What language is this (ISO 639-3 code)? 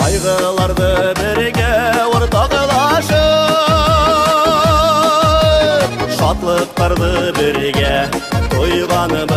bak